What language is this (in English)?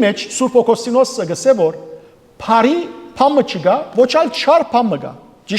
Western Armenian